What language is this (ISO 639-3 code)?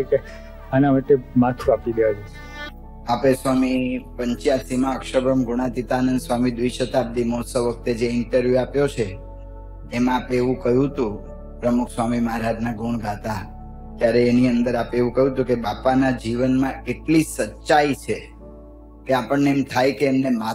guj